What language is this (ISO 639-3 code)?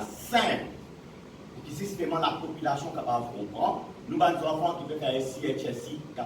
mfe